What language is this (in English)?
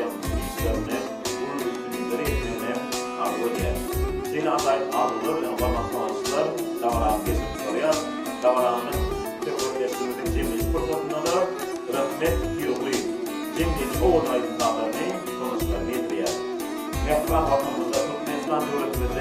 Turkmen